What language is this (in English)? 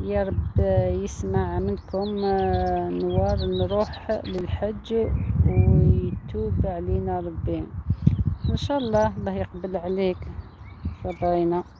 Algerian Arabic